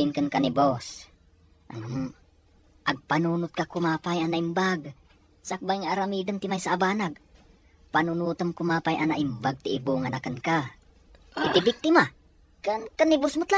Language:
Iloko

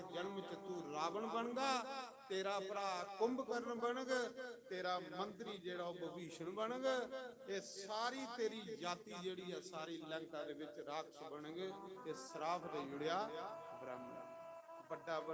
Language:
Dogri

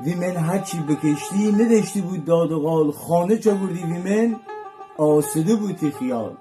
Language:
Gilaki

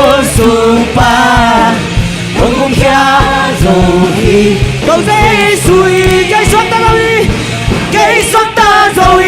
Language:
Tedim Chin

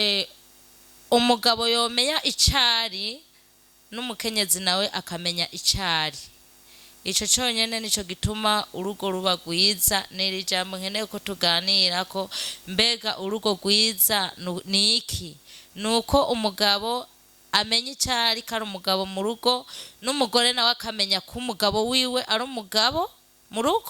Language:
Rundi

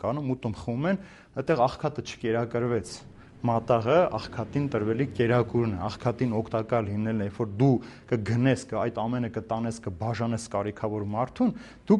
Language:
Armenian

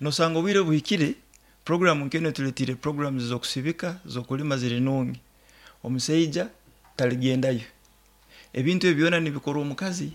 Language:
Nyoro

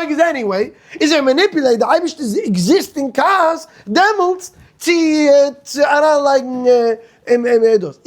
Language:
Yiddish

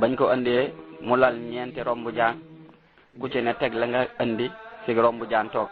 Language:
Wolof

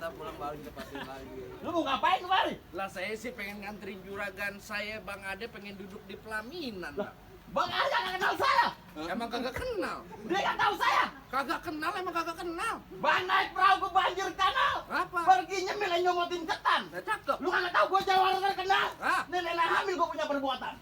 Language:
Betawi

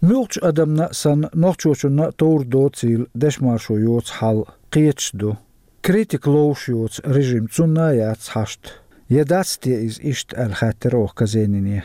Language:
Chechen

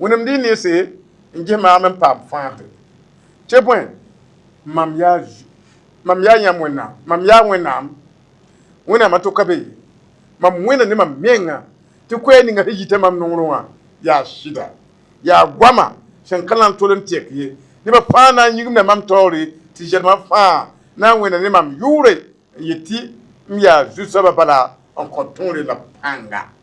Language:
Mossi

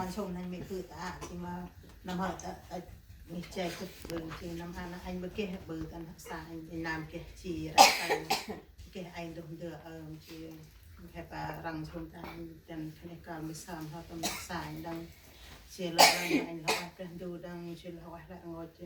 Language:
Central Mnong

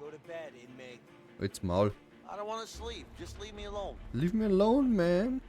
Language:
Bavarian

